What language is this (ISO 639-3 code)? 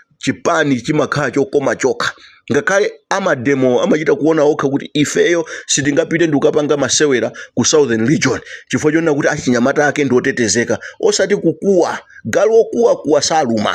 nya